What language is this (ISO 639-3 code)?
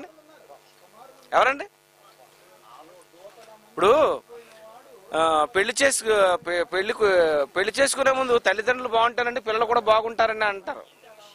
tel